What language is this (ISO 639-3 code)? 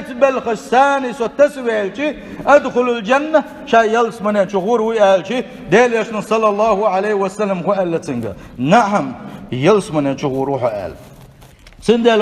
che